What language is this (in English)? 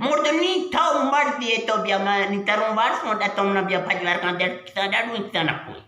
Eastern Balochi